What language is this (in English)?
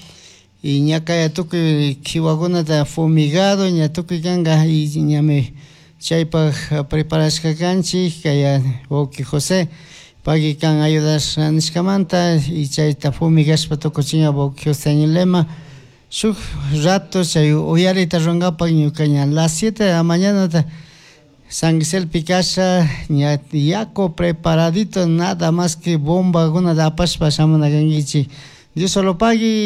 Chimborazo Highland Quichua